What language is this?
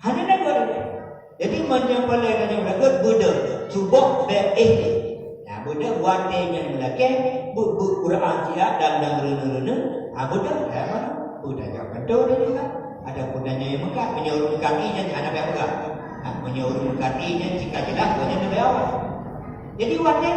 Achinese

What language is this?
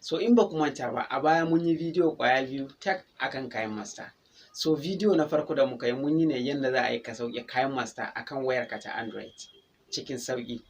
Hausa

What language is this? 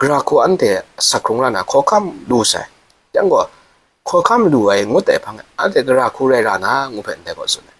Kachin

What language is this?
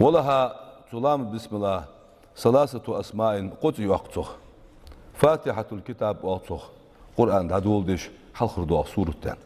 Ingush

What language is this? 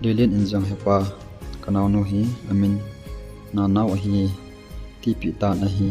Thado Chin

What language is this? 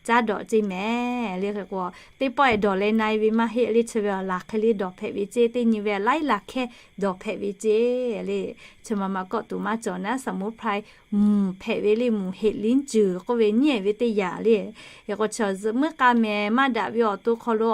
Lahu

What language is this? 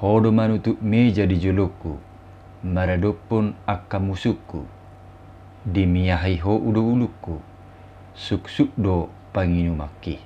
Batak Toba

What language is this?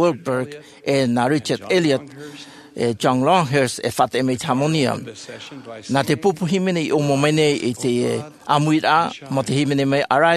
Tahitian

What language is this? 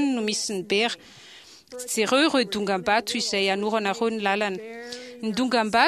Malagasy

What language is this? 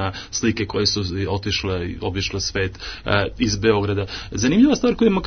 Serbian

